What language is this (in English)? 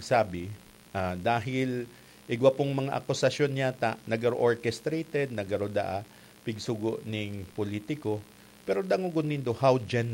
Bikol